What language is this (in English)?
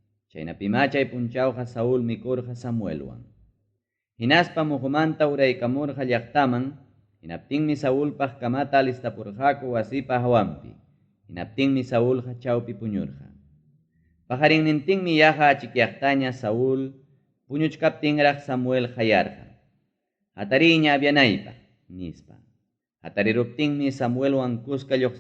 Ayacucho Quechua